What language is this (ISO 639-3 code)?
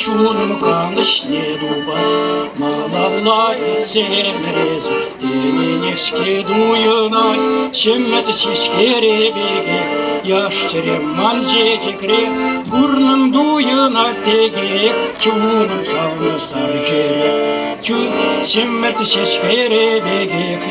chv